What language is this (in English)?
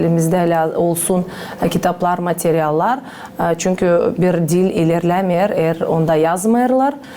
Gagauz